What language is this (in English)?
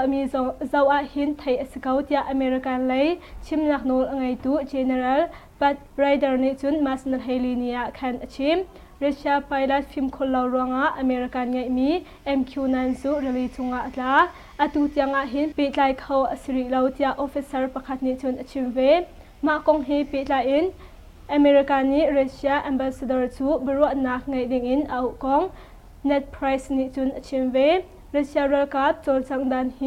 Hakha Chin